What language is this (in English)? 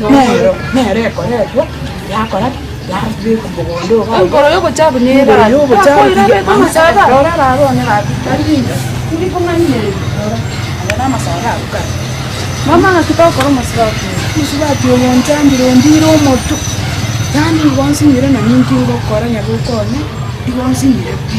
Gusii